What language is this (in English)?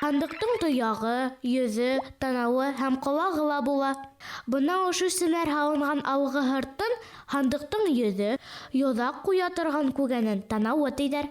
Bashkir